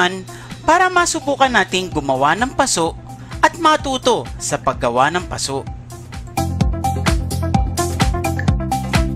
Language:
Cebuano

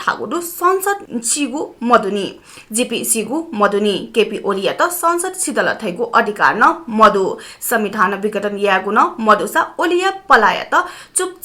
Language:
Newari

